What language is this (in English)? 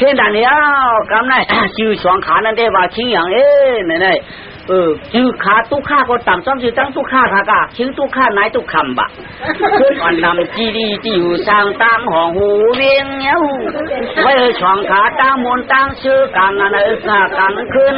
Shan